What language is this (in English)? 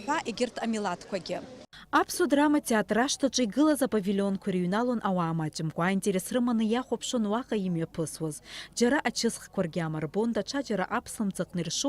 Abkhazian